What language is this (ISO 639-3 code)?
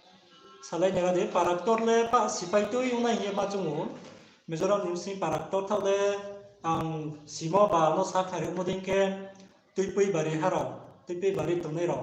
ria